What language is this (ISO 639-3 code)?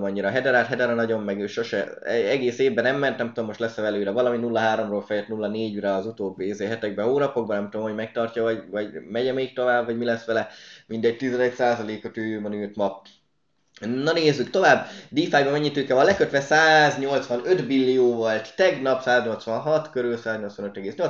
hun